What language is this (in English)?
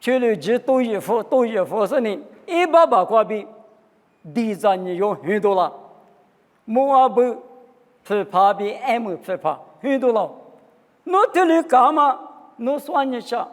Lisu